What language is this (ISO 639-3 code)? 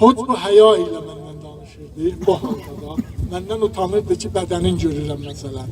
azb